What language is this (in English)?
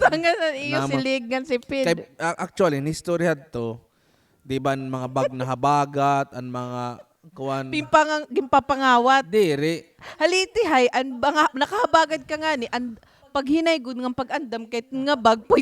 Waray